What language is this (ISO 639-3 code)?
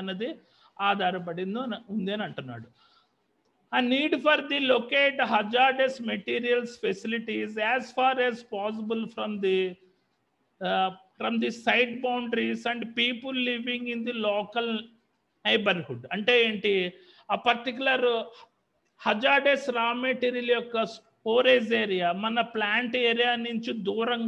tel